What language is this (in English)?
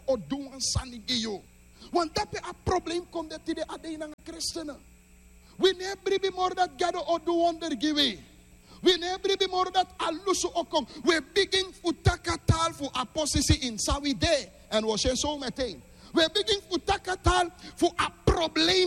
Sranan Tongo